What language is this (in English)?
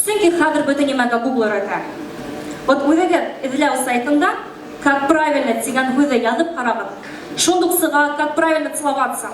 Bashkir